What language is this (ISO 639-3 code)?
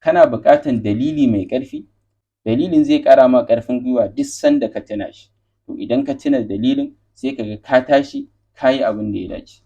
hau